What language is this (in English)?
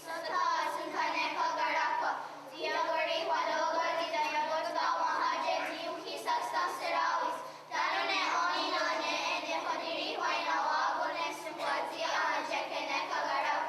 Mohawk